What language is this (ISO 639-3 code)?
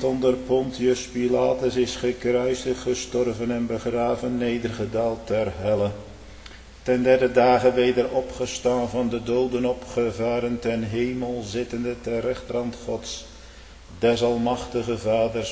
nld